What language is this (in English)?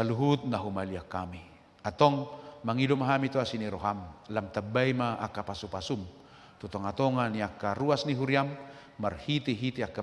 Batak Toba